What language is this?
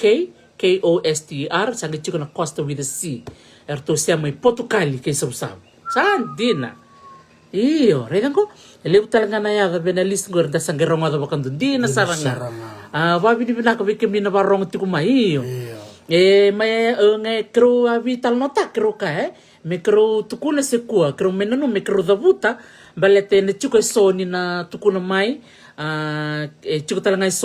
Fijian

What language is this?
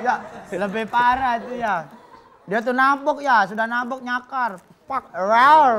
Musi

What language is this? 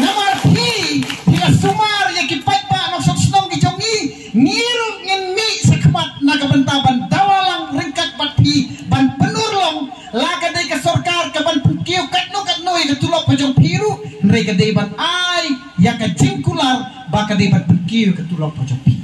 Khasi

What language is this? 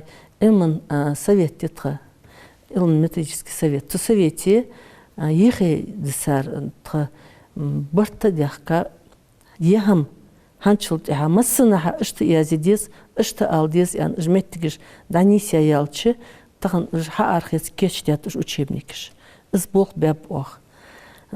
Ingush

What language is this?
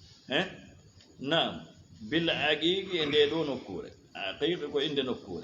Fula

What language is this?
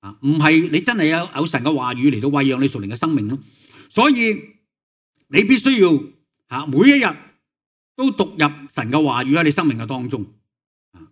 Cantonese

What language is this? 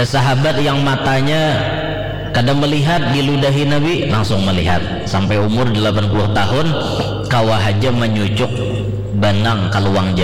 Banjar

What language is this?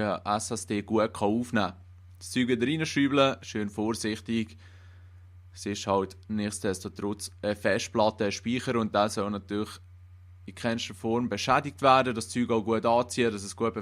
Swiss German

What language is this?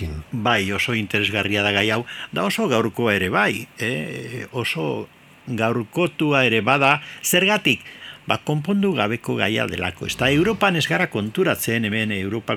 Basque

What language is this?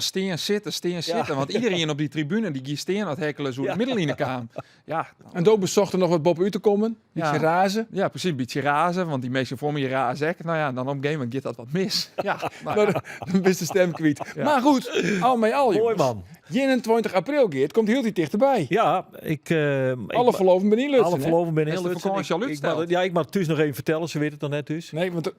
Western Frisian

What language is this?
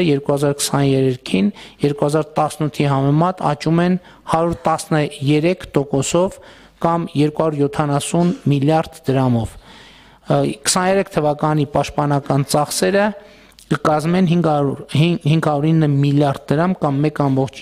Armenian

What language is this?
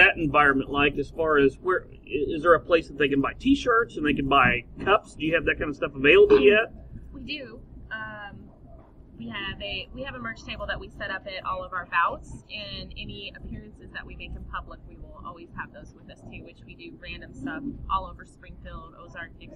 English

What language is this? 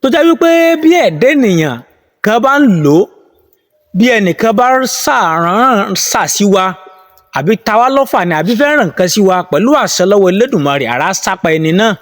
Yoruba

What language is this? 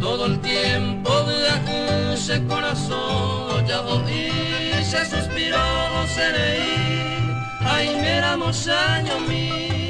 Guarani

